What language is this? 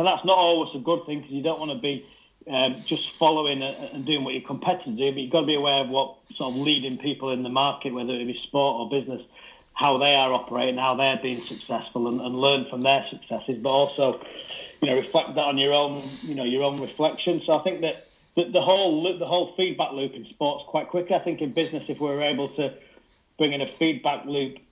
English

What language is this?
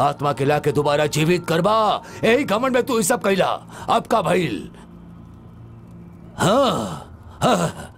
Bhojpuri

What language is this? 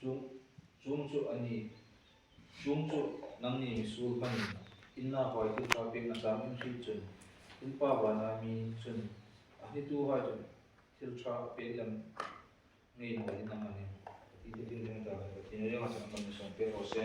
Hmar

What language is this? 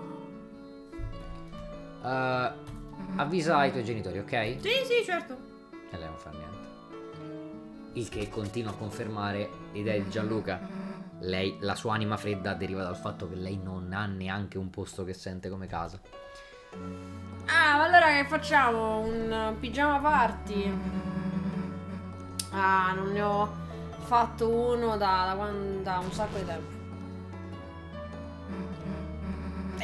Italian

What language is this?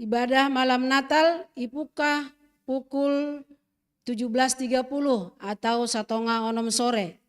Batak Simalungun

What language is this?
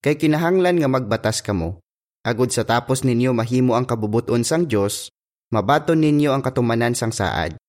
Hiligaynon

